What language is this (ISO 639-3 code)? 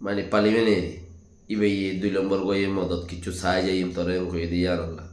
rhg